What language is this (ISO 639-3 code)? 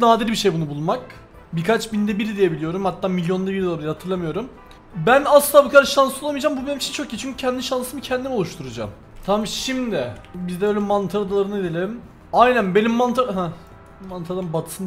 tur